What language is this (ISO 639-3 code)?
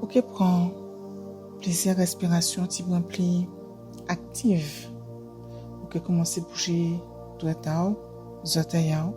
gcf